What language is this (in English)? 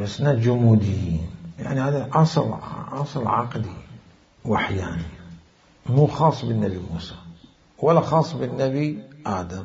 Mesopotamian Arabic